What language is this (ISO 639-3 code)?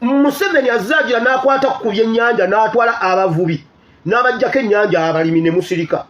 lug